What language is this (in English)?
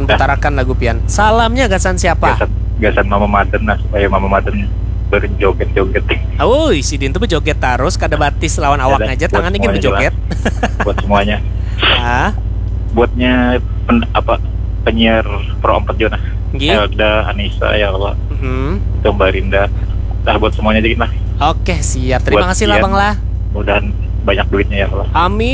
Banjar